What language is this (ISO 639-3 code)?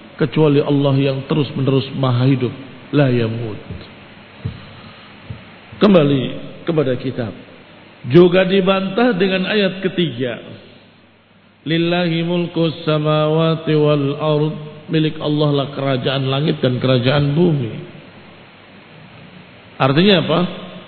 ind